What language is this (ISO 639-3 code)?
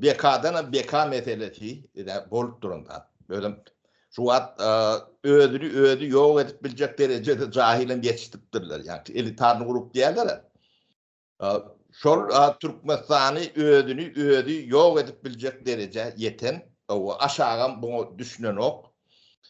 tuk